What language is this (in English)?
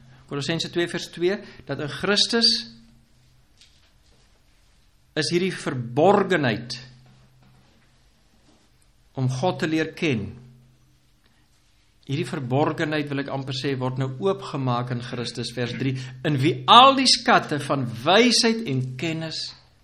Afrikaans